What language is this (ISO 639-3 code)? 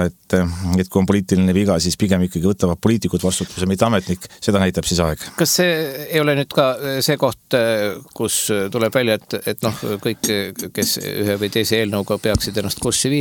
est